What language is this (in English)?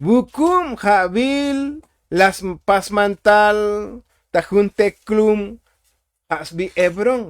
Tzotzil